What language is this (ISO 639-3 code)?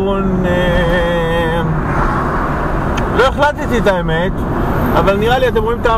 heb